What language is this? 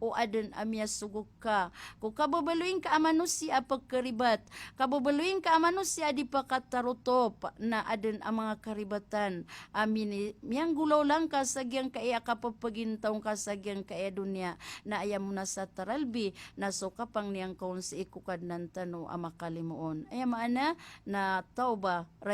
Maranao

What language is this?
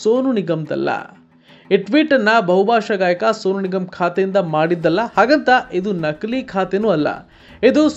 Kannada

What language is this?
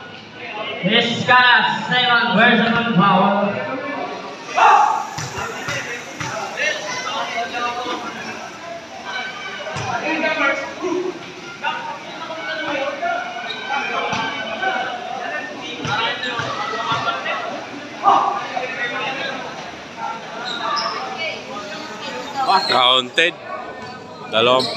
Filipino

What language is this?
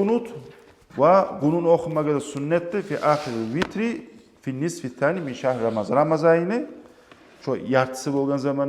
Kumyk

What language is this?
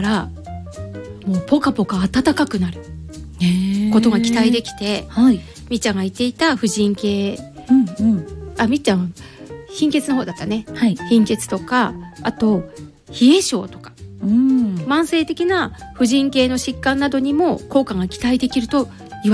Japanese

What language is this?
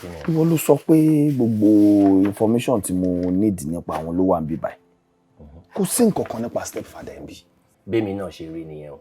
Yoruba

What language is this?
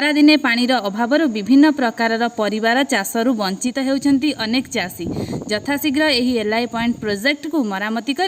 Odia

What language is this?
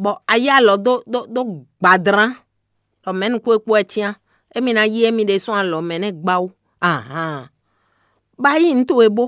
Fon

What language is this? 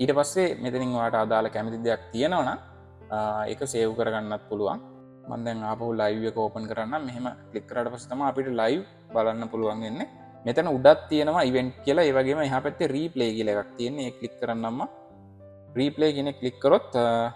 Sinhala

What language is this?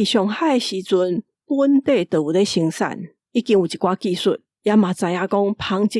Min Nan Chinese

